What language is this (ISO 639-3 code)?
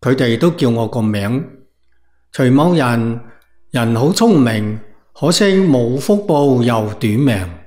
yue